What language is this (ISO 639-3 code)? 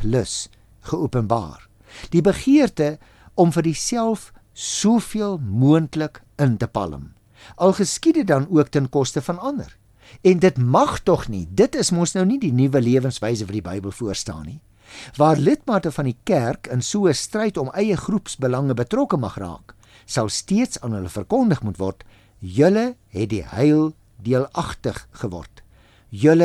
afr